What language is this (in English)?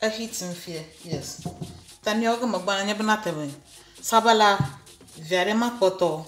Ewe